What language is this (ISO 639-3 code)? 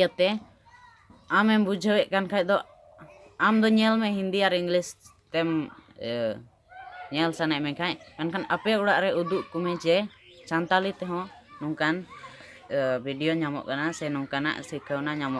sat